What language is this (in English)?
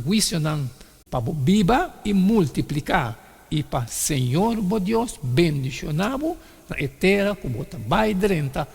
Papiamento